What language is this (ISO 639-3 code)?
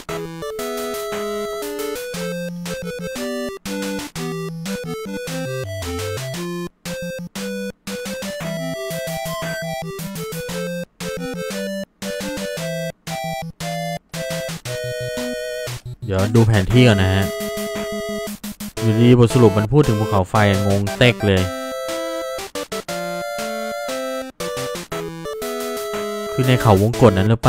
tha